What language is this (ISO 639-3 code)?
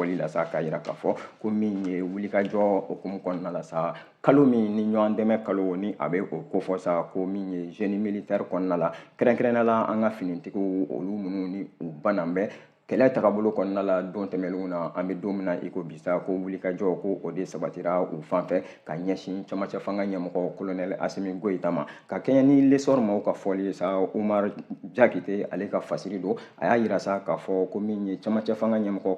bam